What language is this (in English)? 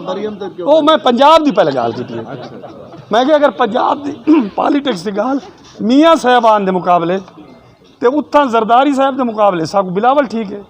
Saraiki